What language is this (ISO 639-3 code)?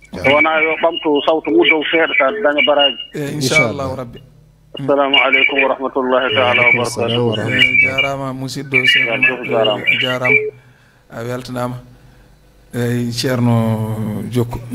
ful